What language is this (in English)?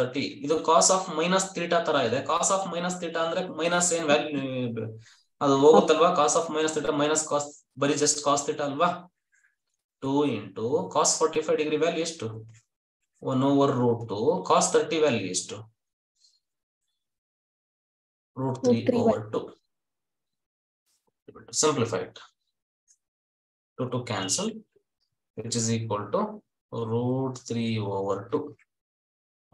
Kannada